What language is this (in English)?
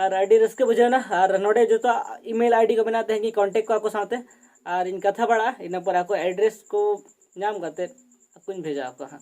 Santali